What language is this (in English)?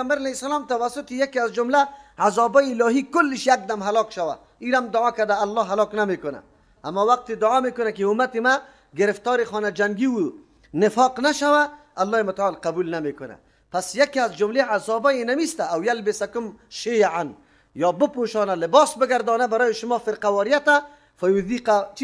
Persian